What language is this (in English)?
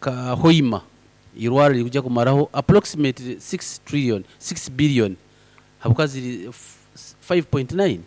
Nyankole